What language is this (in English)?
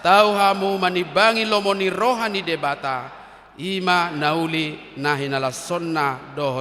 Batak Toba